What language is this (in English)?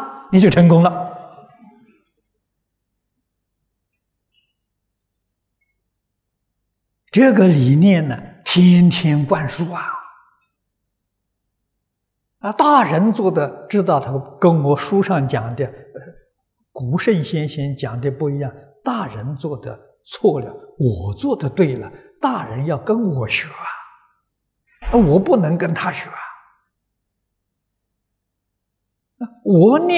Chinese